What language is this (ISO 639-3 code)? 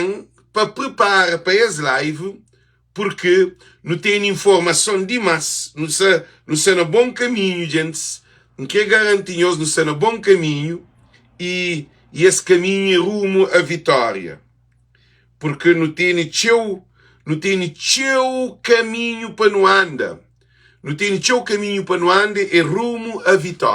kea